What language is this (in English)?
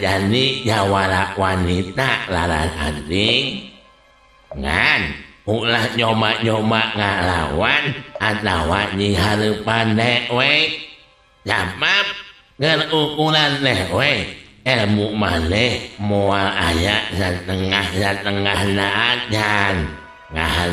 Sundanese